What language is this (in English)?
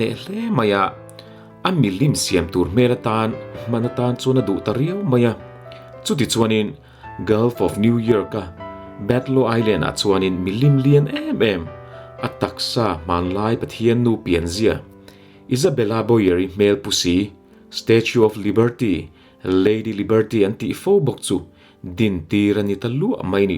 Mizo